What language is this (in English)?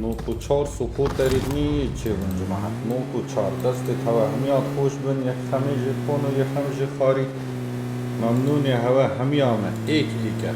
Kurdish